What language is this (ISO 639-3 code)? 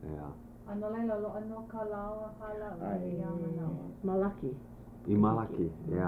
haw